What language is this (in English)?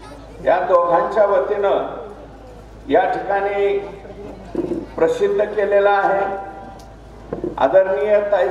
Marathi